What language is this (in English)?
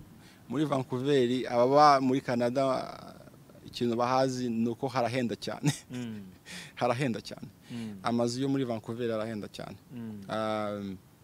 Kinyarwanda